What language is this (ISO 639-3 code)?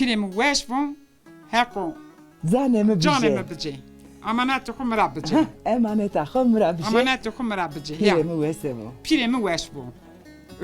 zza